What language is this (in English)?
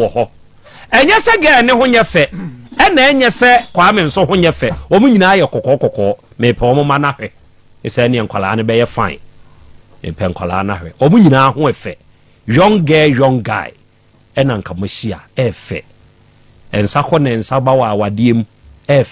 Akan